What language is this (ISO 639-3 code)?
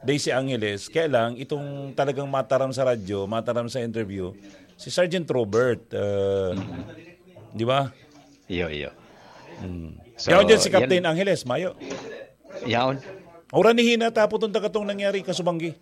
bik